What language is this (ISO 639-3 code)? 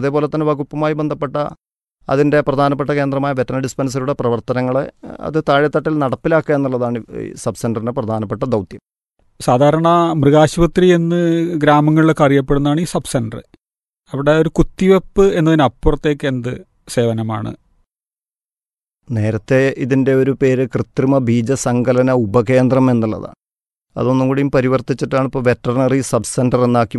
mal